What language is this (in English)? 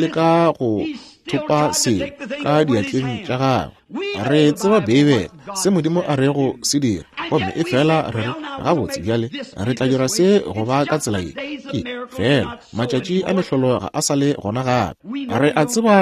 Northern Sotho